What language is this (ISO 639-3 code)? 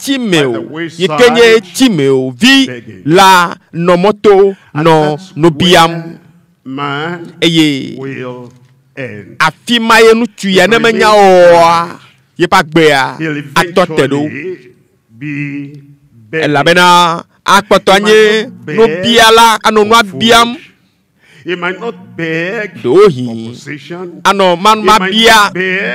ewe